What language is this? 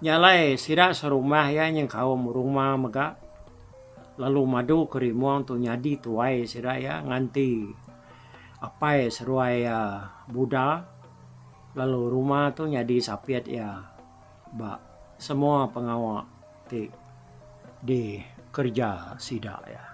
Iban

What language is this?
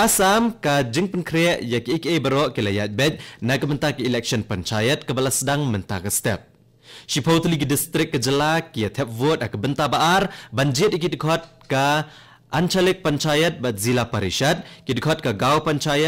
Khasi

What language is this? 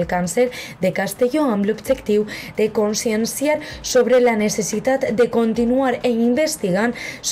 Catalan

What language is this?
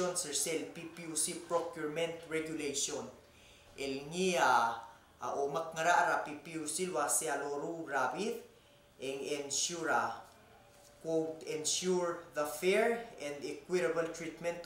Palauan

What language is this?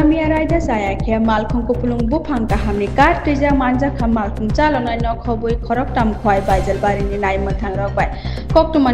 Kok Borok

